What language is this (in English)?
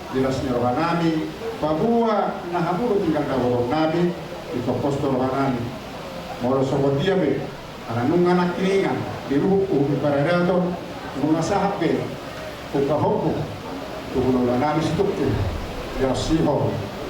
Batak Toba